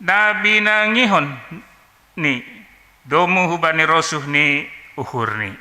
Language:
Batak Simalungun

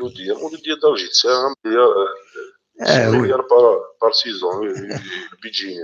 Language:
Kabyle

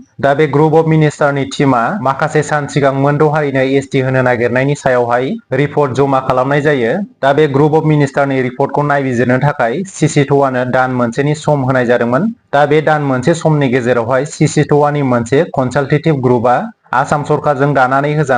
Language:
Bodo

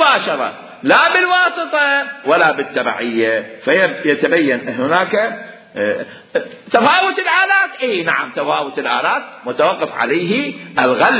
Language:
Mesopotamian Arabic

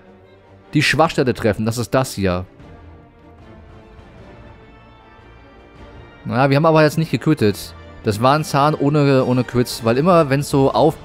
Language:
German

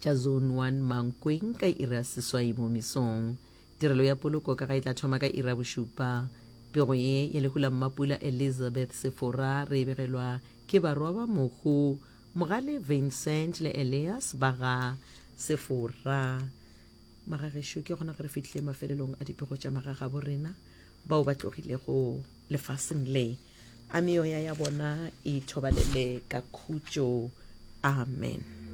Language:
Northern Sotho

